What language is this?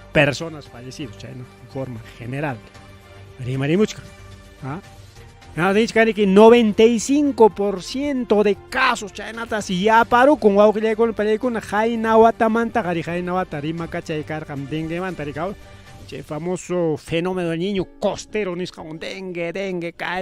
Ayacucho Quechua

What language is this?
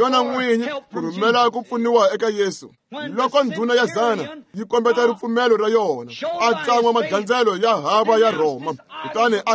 Tsonga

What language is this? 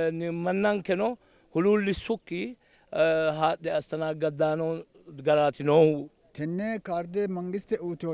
Sidamo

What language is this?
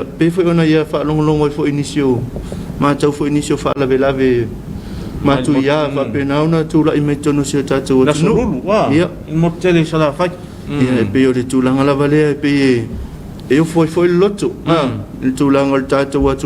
Samoan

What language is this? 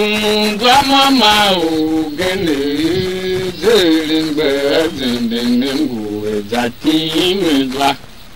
Tiv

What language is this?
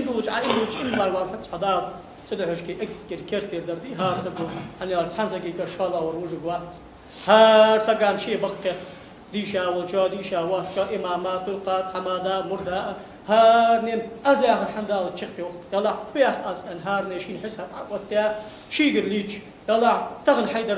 Ingush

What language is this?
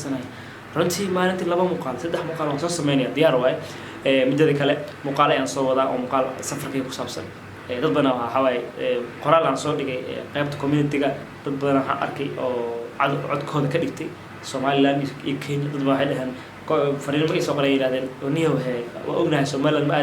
Somali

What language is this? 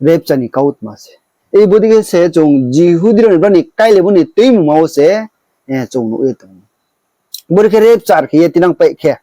Riang (India)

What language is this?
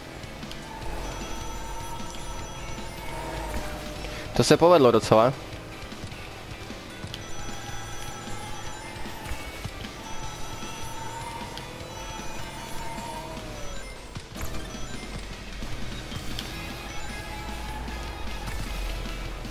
Czech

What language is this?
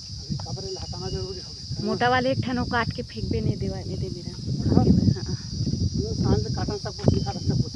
Chhattisgarhi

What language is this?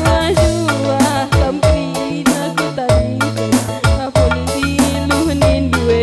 Batak Karo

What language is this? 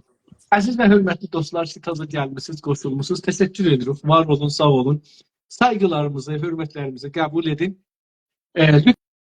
South Azerbaijani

